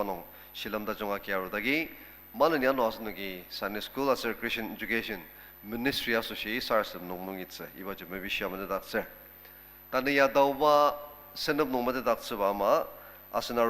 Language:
Ao Naga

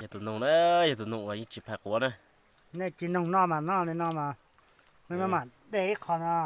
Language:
Hmong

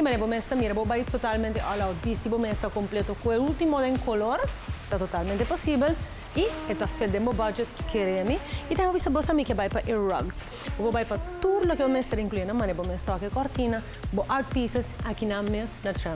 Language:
Papiamento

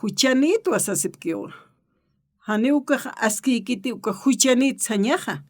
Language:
Aymara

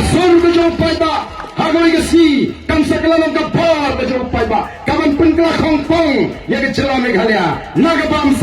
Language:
Khasi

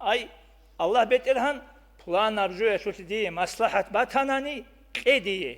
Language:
Avaric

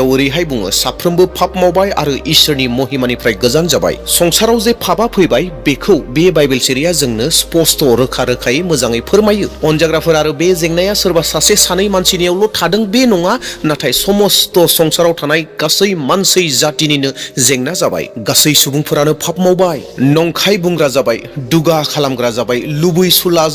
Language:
Bodo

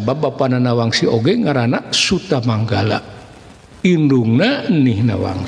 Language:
Sundanese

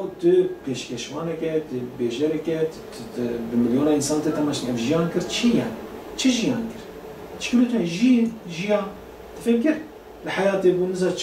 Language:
Kurdish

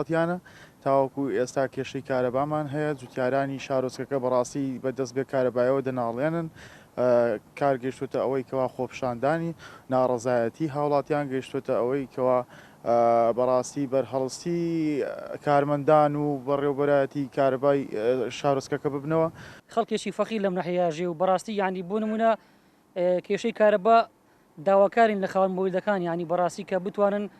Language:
Central Kurdish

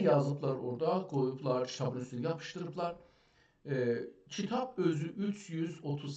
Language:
South Azerbaijani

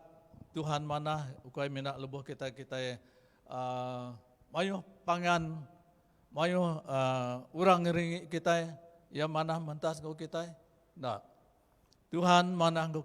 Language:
Iban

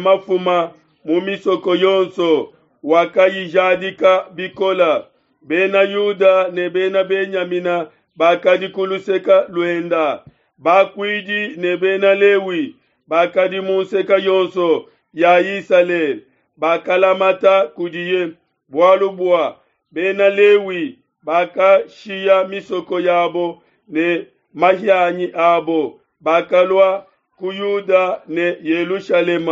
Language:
Luba-Lulua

